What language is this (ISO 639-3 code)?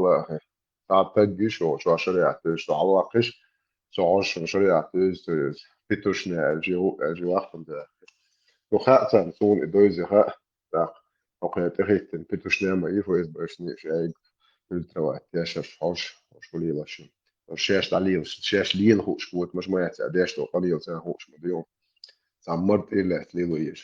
che